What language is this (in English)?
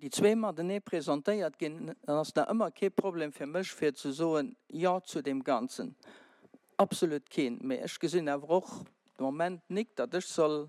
Luxembourgish